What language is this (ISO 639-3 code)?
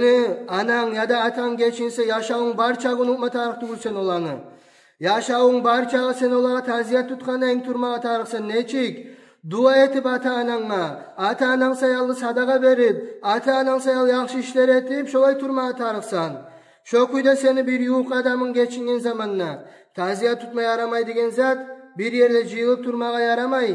kum